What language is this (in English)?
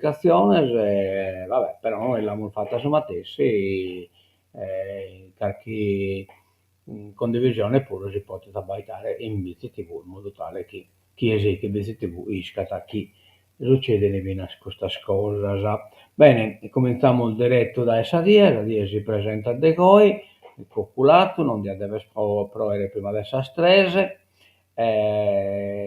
Sardinian